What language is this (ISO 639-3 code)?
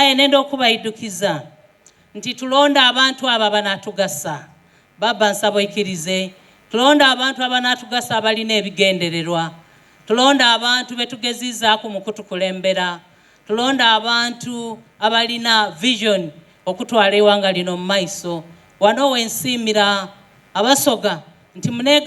xog